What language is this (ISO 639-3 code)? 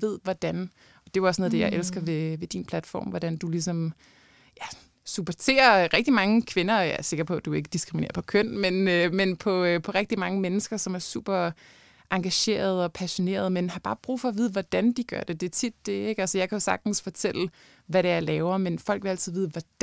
dan